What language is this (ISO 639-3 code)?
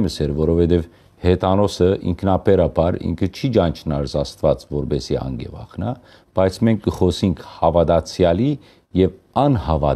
hyw